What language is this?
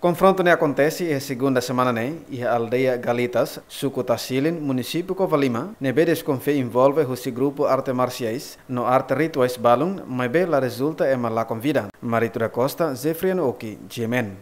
Tetum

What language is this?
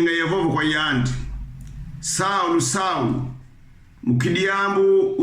Kongo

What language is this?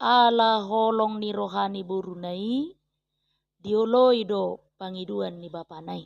Batak Toba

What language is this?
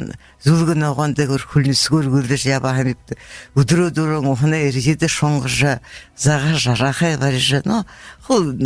Buriat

